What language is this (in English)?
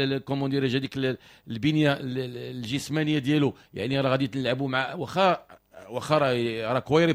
Moroccan Arabic